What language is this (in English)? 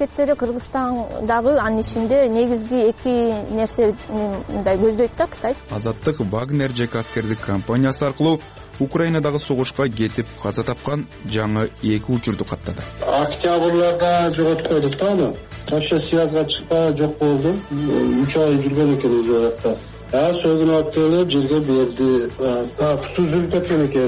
Kyrgyz